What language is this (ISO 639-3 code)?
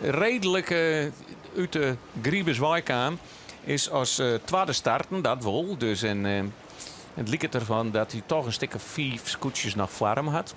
fry